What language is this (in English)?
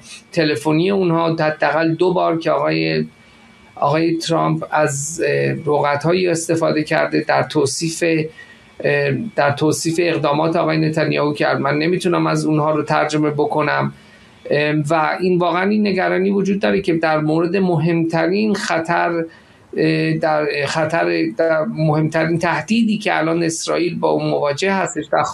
Persian